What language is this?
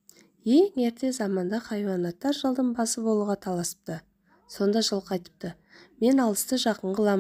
Kazakh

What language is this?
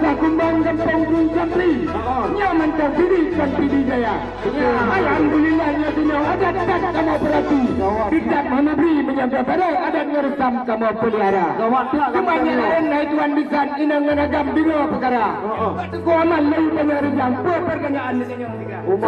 Achinese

